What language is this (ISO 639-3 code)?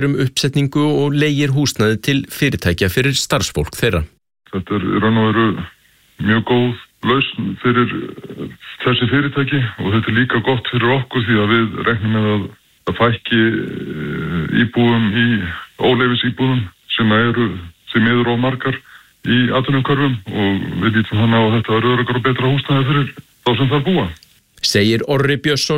isl